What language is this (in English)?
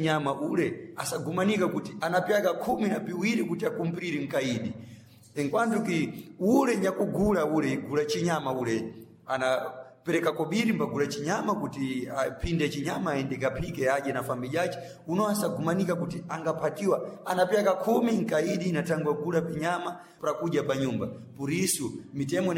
Sena